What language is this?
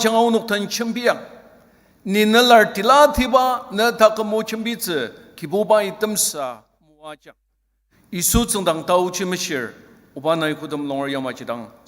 Ao Naga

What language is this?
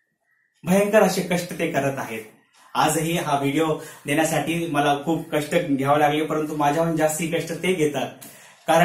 Marathi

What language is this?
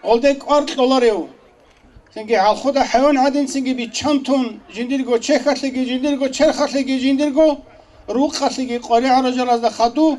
Avaric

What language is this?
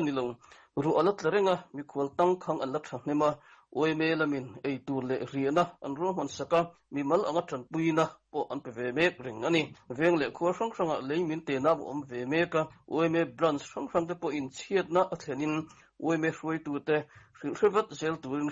Mizo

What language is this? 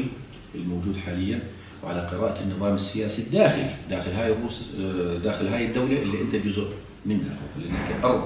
South Levantine Arabic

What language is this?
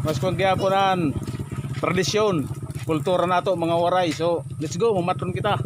Waray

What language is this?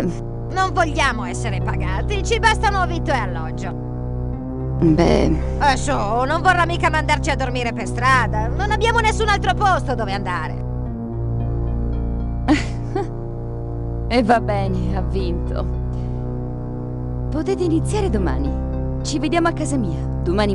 Italian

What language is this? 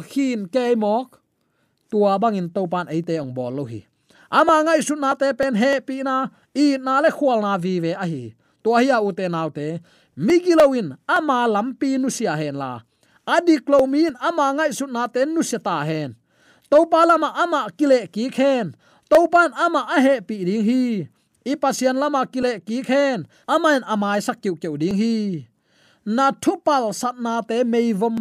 Tedim Chin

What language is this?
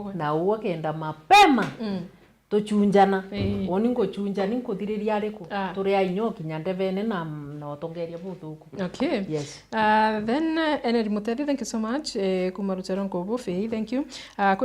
Meru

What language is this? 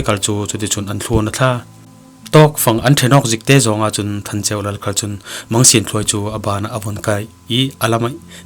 Falam Chin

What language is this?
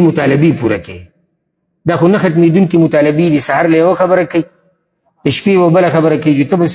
Pashto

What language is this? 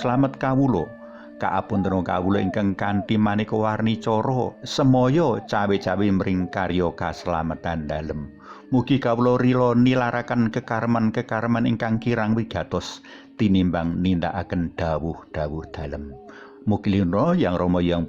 Javanese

